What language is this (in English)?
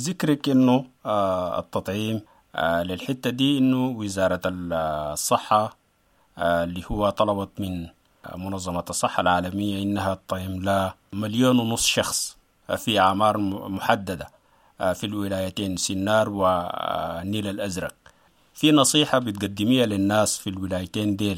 Sudanese Arabic